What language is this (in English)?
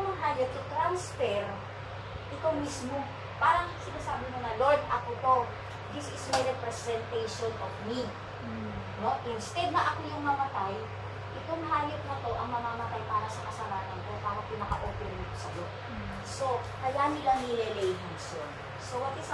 Filipino